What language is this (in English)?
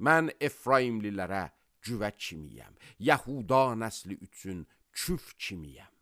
Azerbaijani